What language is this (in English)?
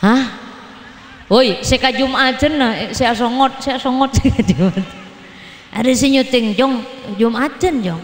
Madurese